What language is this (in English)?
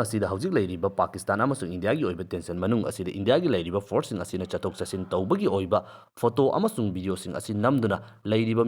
Manipuri